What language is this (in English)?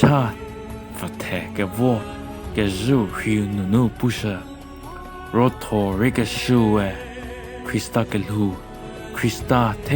Angami Naga